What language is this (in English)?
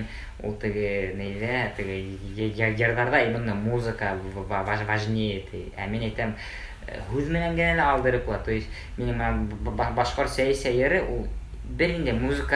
Bashkir